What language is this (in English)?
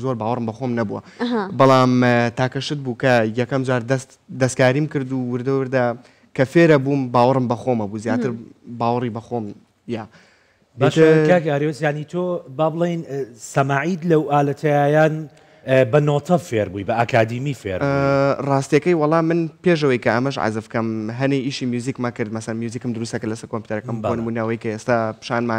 Central Kurdish